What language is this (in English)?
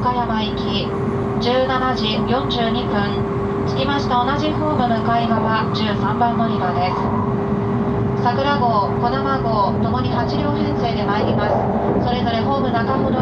Japanese